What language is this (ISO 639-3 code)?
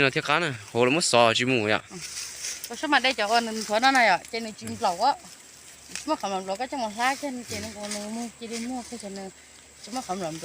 hmn